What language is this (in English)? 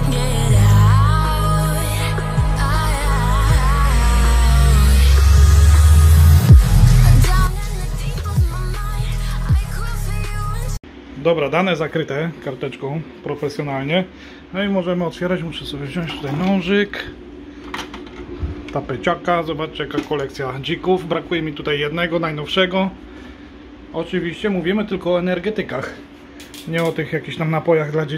Polish